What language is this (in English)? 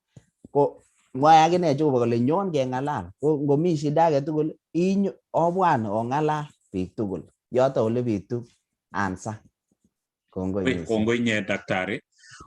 Kalenjin